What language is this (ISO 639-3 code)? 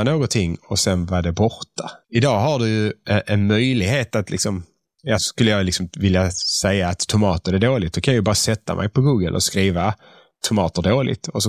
swe